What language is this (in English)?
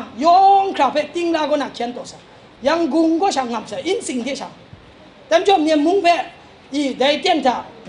Kachin